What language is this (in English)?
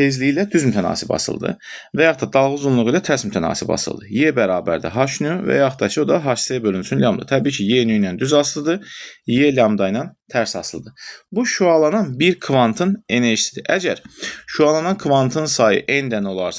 Azerbaijani